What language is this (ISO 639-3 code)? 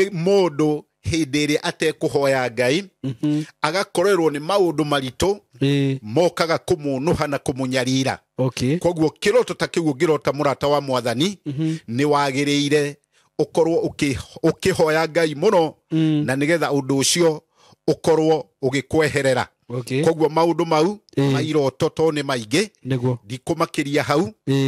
kik